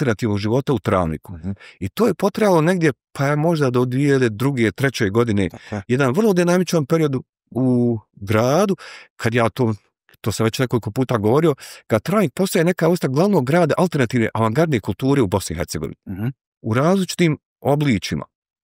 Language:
Bosnian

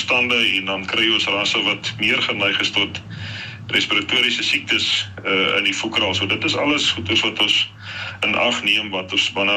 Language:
Afrikaans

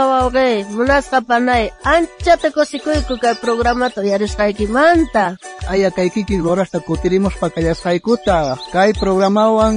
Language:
South Bolivian Quechua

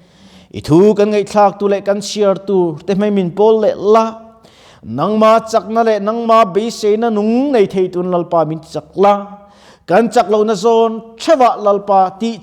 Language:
Mizo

